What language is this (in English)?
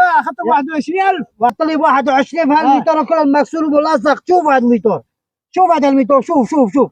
North Levantine Arabic